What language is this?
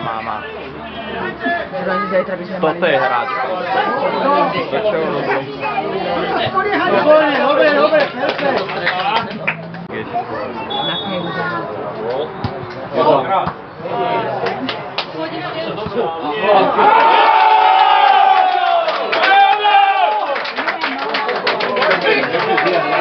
Slovak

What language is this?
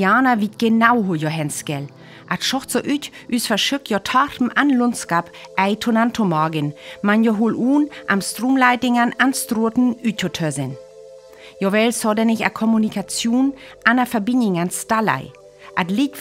Northern Frisian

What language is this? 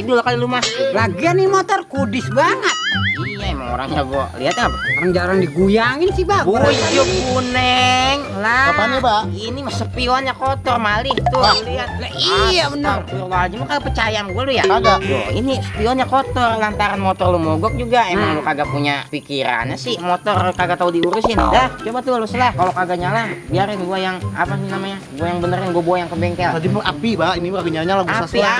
Betawi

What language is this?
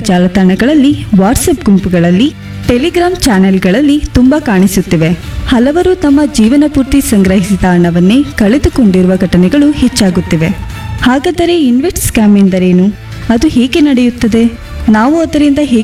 Kannada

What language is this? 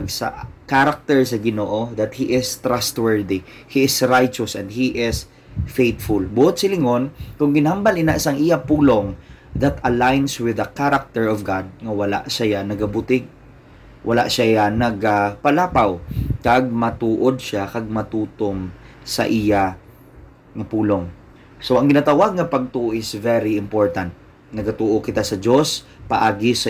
Hiligaynon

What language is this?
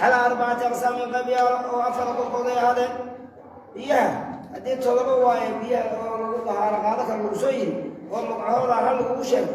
Somali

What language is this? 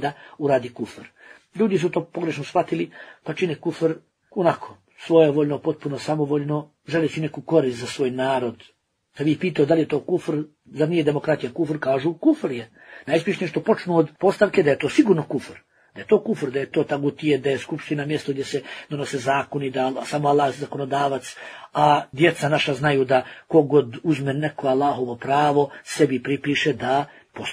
Bosnian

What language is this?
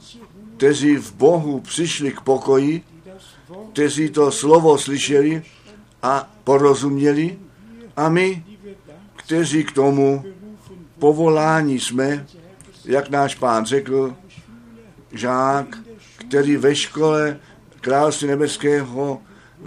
Czech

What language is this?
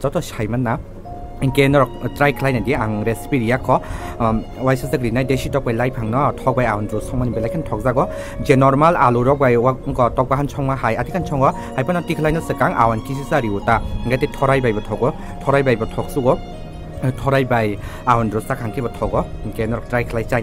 Kok Borok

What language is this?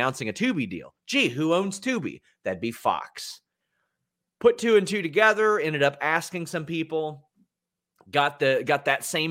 English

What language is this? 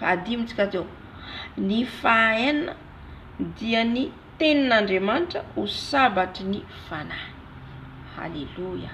Malagasy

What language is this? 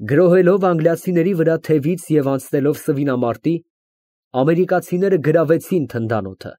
Armenian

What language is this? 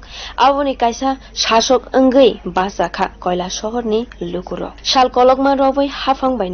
Kok Borok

